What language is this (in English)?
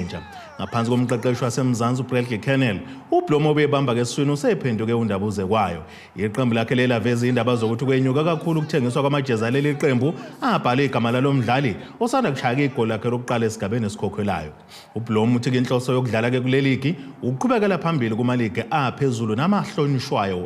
Zulu